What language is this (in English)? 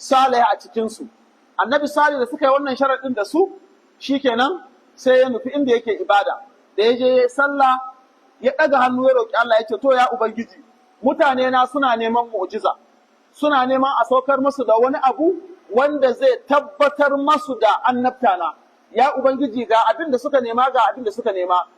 Hausa